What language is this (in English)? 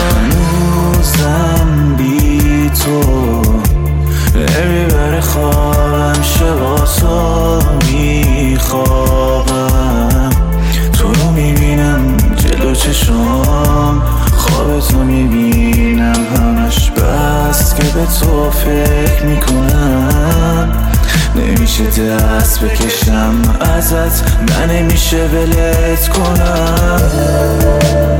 Persian